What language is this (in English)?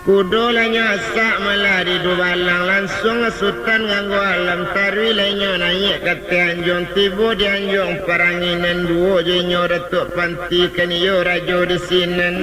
Minangkabau